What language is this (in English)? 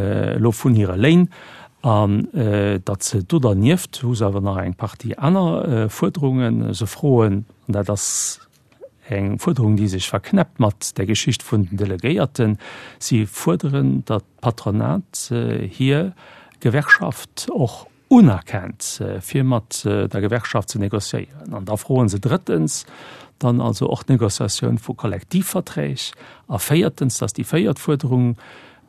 Luxembourgish